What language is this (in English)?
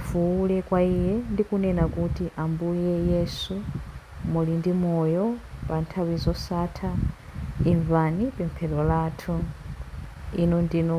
Nyanja